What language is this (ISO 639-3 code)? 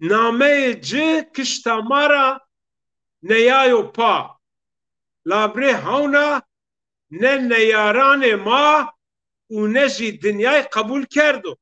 zza